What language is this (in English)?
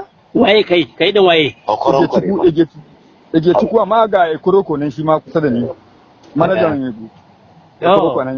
Hausa